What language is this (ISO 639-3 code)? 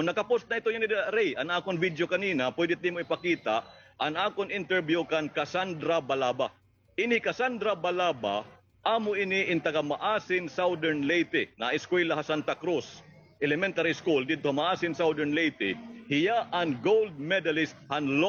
war